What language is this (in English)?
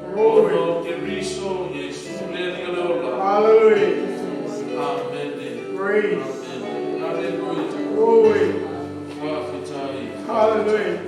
Samoan